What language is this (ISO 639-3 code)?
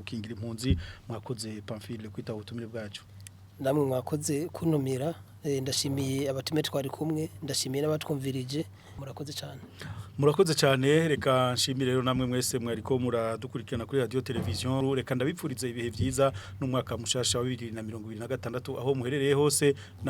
run